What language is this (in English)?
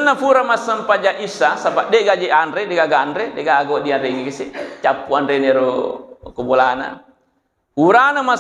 Buginese